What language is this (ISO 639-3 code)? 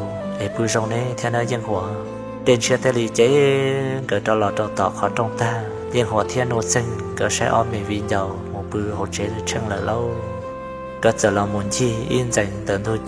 hmn